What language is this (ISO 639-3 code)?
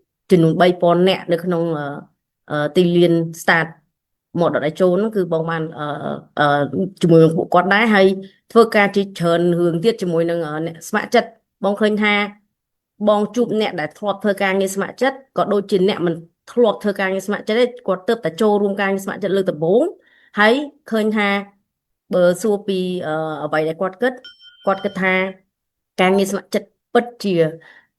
khm